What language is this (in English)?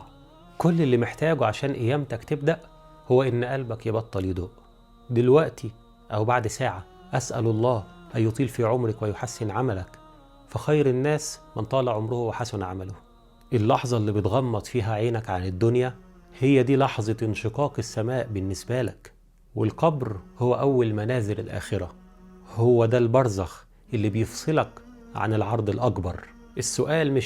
Egyptian Arabic